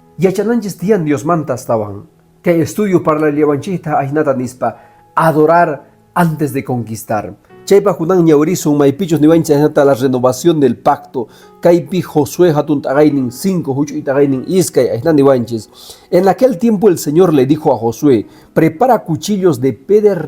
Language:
Quechua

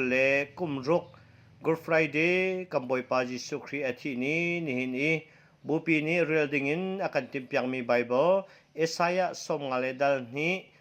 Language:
Hakha Chin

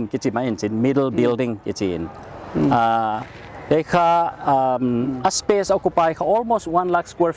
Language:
Paite Chin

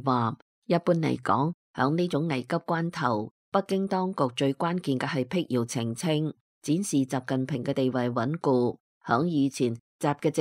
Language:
Cantonese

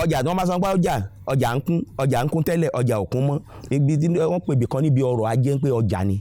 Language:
Yoruba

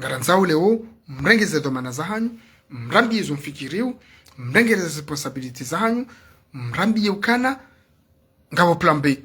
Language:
Ngazidja Comorian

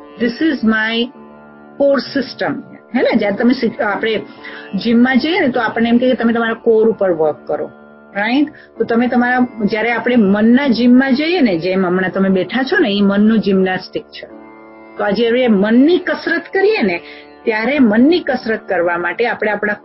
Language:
Gujarati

